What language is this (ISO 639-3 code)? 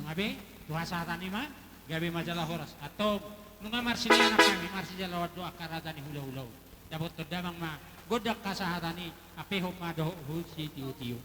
bbc